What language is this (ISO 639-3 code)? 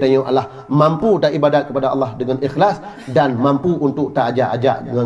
ace